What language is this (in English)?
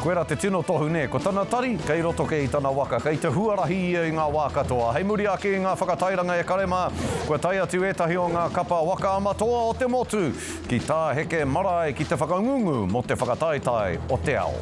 Māori